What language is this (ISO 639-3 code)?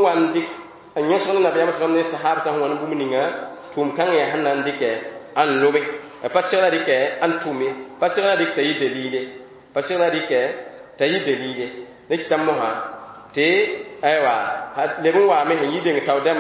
mos